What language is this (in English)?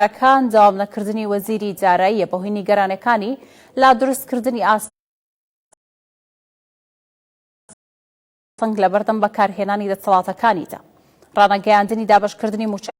Central Kurdish